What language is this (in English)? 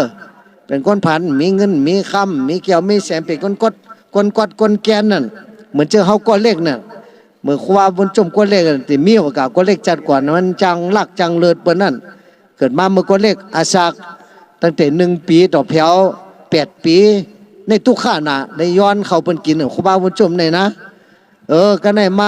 Shan